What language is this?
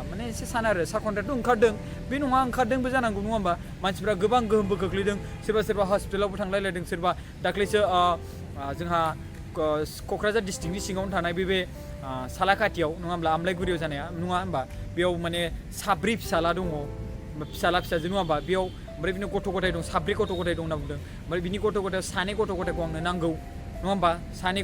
Bodo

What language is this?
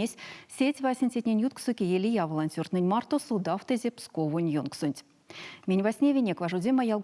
Erzya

